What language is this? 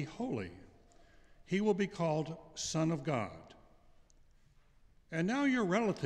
English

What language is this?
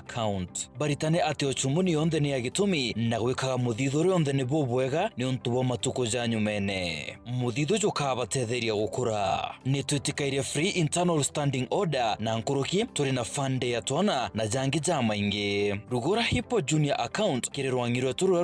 Meru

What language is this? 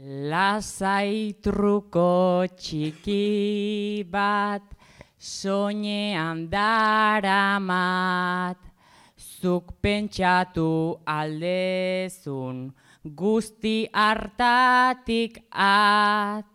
Basque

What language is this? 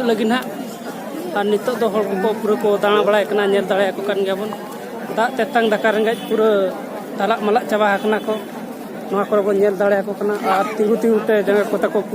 Santali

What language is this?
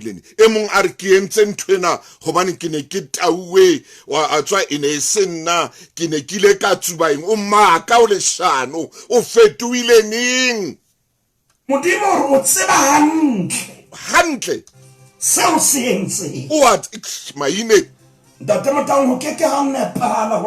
Southern Sotho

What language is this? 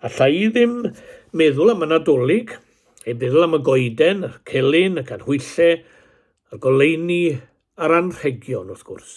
Welsh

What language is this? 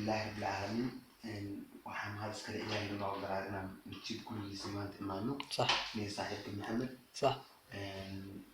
Somali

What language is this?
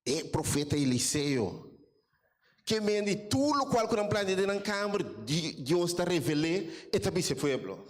Papiamento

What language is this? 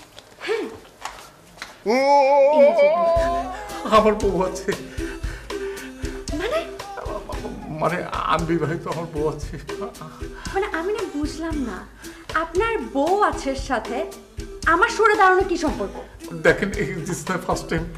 Bangla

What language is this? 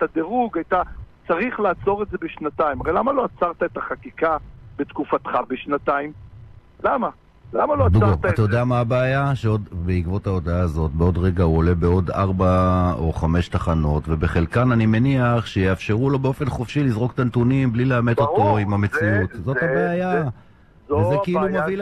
Hebrew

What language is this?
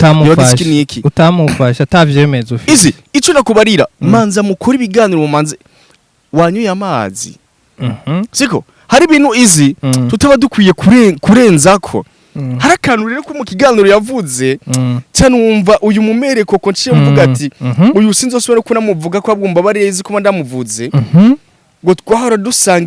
Rundi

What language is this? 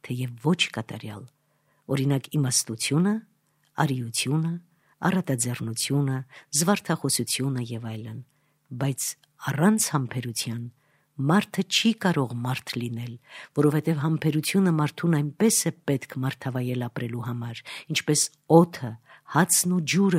Armenian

